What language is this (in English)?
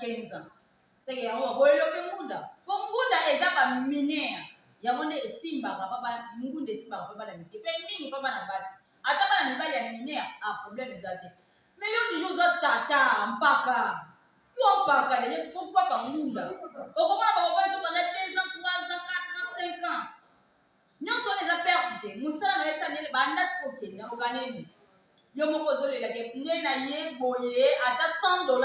Lingala